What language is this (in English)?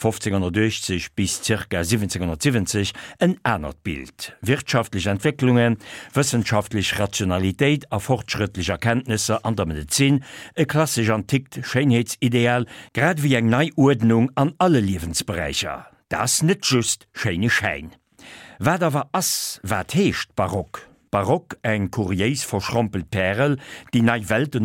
Luxembourgish